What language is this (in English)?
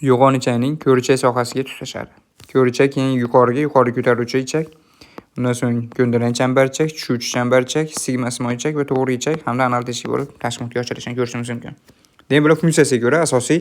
Uzbek